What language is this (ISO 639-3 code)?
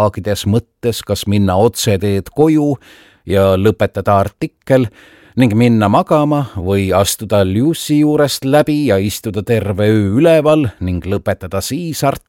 est